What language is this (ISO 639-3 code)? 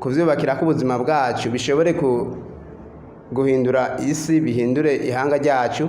run